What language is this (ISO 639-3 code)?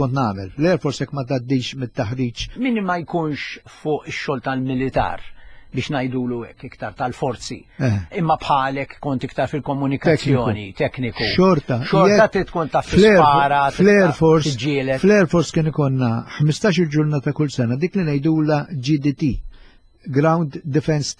mlt